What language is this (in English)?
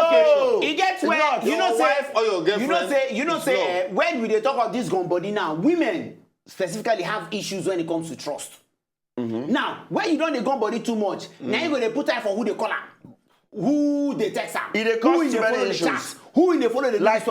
Nigerian Pidgin